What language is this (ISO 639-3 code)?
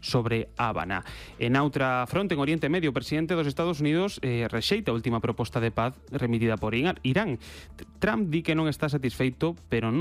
glg